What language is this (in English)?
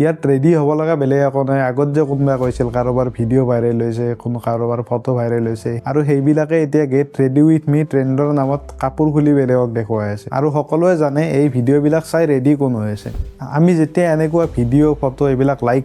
Assamese